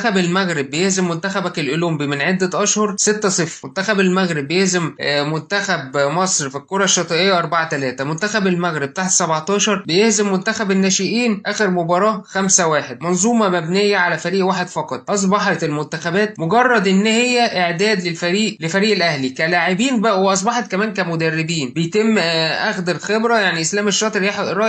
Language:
Egyptian Arabic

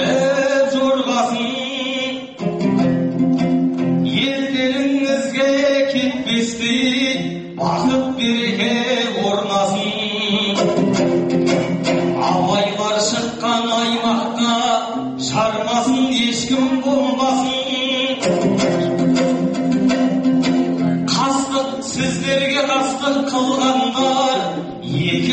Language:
Kazakh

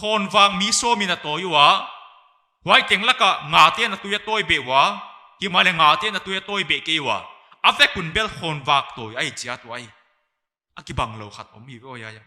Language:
Paite Chin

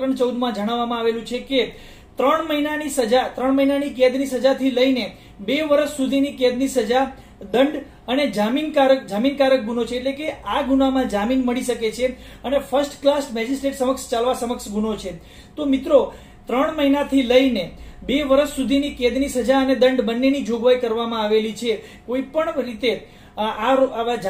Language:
Gujarati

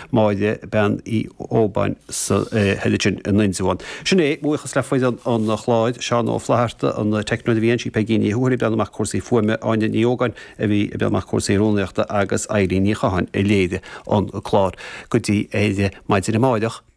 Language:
Irish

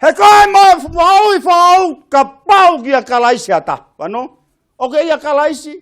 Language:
Tongan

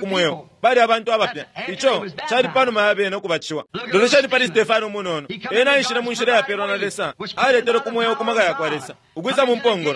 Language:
Bemba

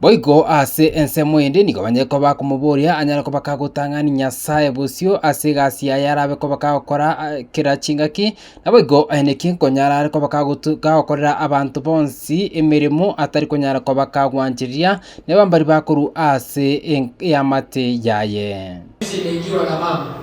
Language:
Gusii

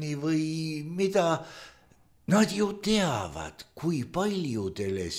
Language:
Estonian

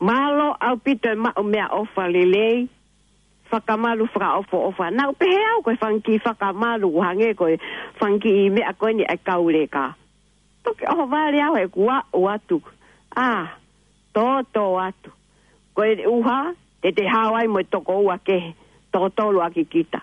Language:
Tongan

